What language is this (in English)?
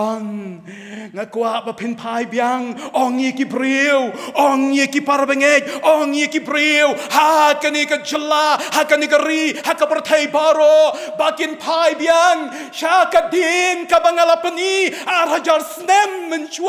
Khasi